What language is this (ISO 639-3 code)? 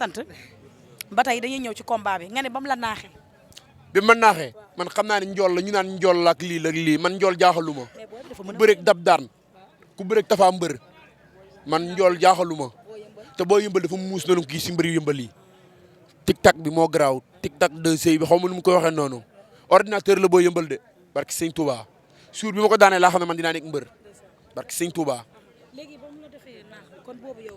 wol